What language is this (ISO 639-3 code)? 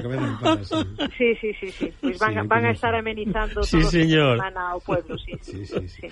glg